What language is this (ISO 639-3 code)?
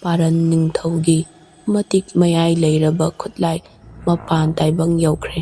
mni